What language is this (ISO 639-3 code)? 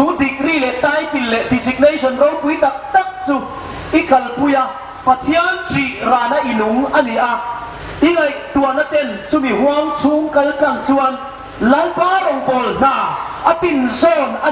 hmr